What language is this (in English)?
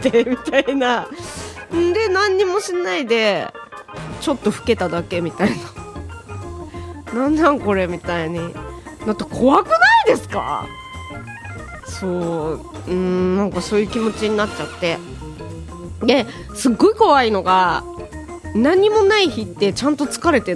Japanese